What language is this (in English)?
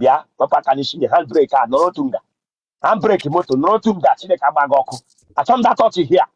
Igbo